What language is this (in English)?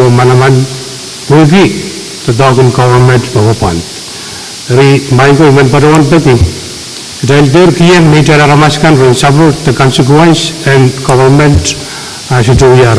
Pohnpeian